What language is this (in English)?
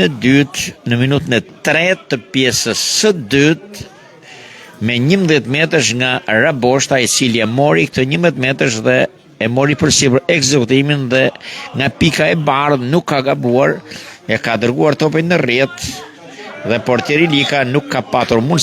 Albanian